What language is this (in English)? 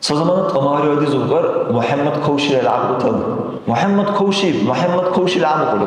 Dargwa